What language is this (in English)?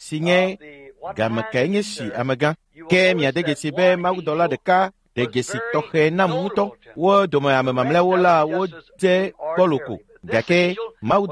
Ewe